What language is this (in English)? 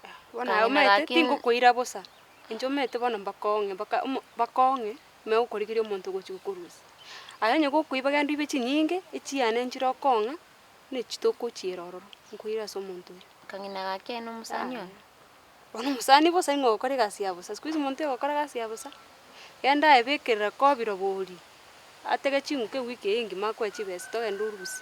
Gusii